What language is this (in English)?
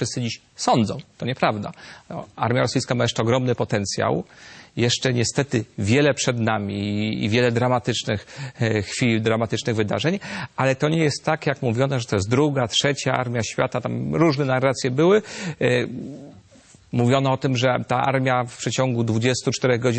Polish